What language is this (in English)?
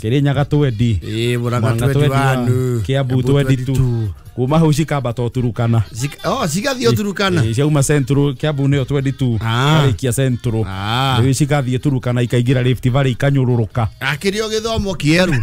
Kikuyu